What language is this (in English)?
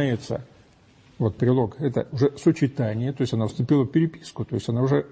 Russian